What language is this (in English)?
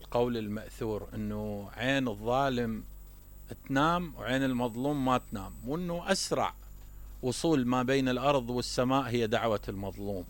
Mesopotamian Arabic